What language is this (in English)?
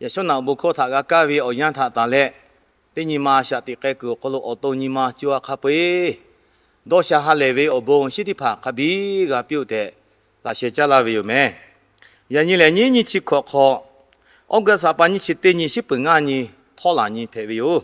Lahu